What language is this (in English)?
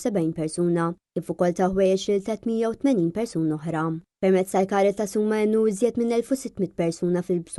Maltese